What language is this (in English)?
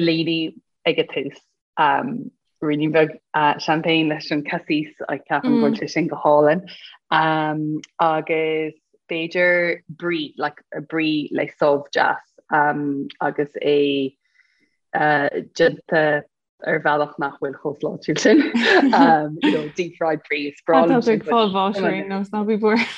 Irish